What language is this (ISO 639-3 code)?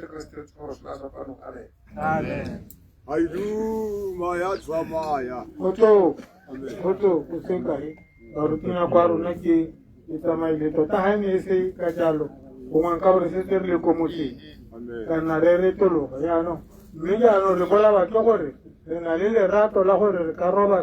tsn